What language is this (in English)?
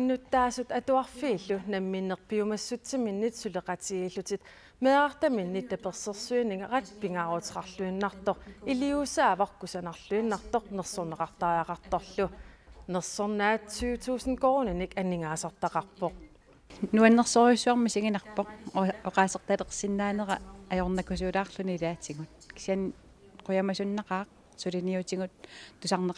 Kalaallisut